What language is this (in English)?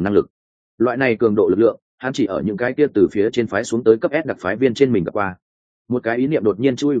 Vietnamese